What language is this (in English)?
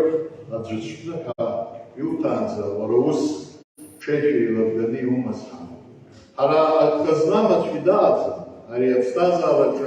Abkhazian